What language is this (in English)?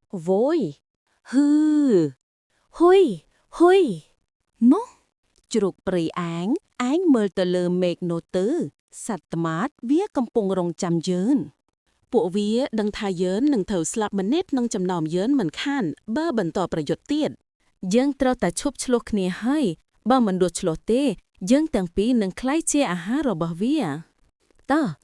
Khmer